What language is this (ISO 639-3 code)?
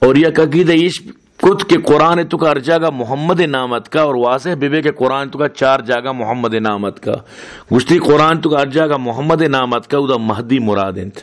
bal